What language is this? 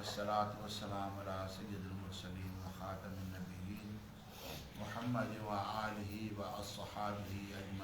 Sindhi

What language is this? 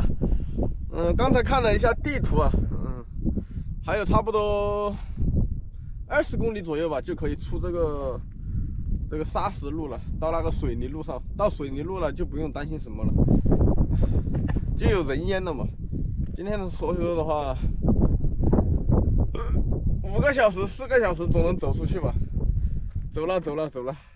Chinese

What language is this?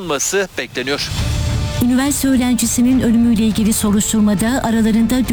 Turkish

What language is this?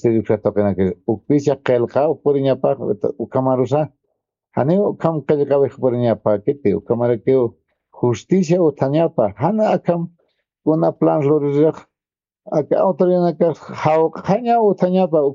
Aymara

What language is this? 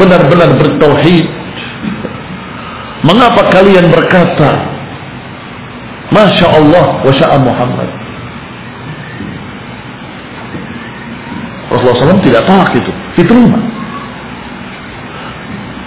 Indonesian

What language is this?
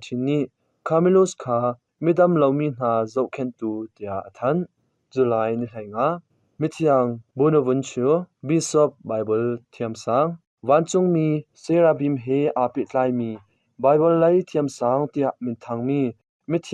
Hakha Chin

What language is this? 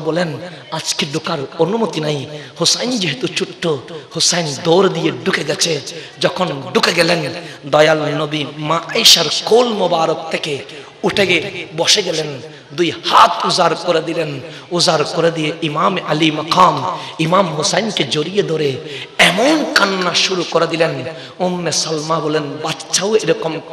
Bangla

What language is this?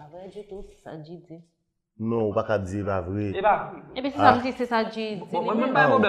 Haitian Creole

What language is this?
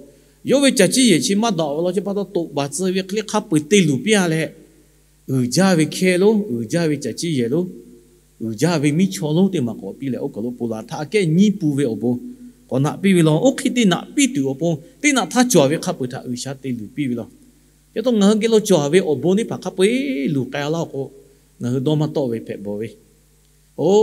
Lahu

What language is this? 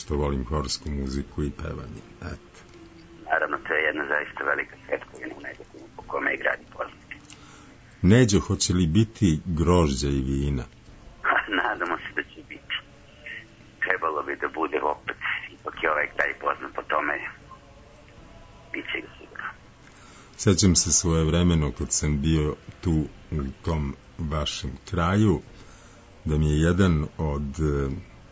Serbian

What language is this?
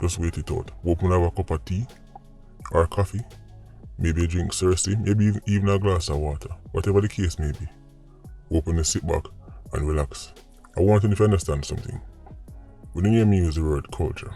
Jamaican Creole English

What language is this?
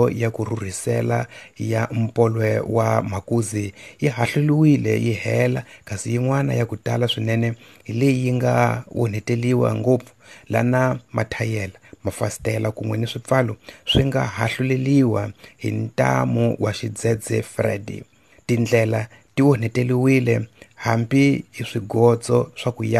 Tsonga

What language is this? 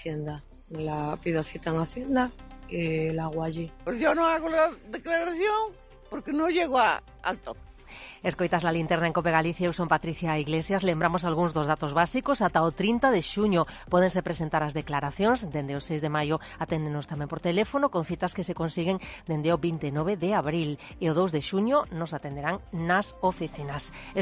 Galician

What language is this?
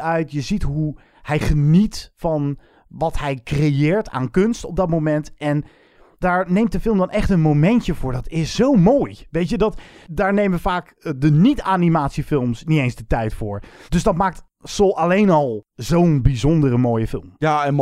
Dutch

